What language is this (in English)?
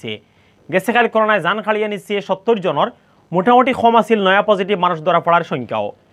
Sylheti